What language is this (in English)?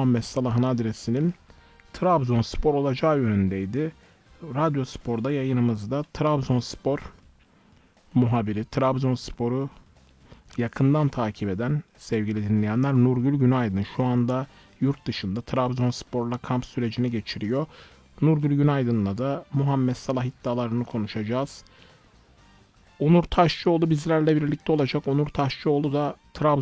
Turkish